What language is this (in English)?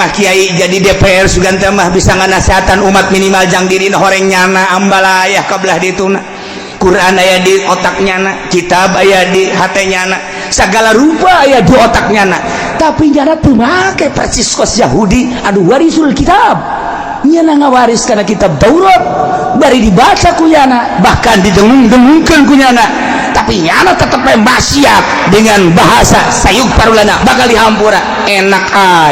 Sundanese